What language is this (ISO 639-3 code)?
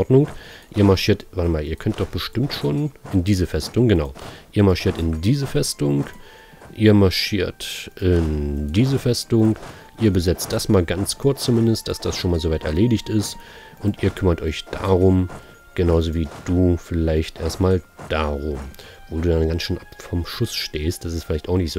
deu